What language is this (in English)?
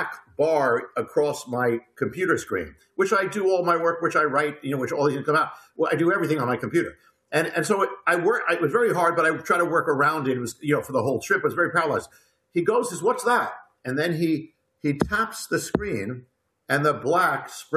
English